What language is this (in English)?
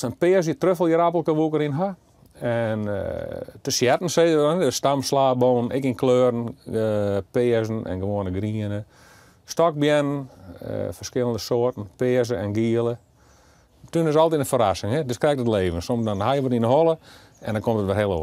Western Frisian